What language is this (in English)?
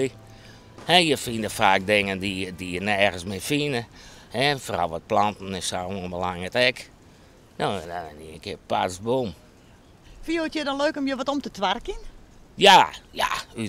Western Frisian